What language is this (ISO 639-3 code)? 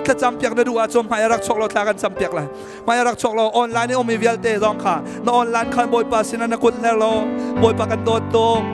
cnh